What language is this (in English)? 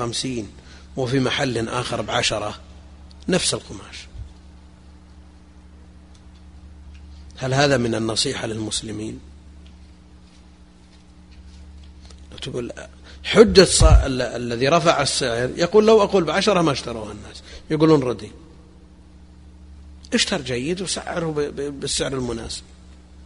Arabic